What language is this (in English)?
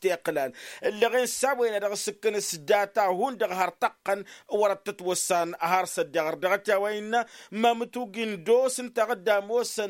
Tamasheq